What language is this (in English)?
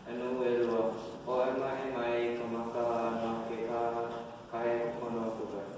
Hawaiian